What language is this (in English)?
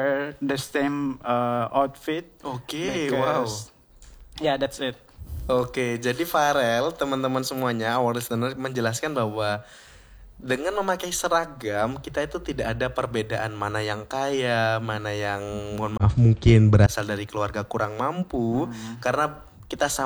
Indonesian